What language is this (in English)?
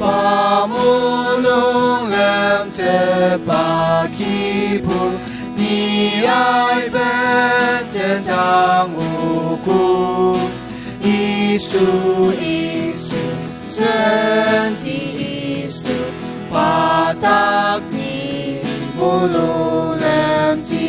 Ao Naga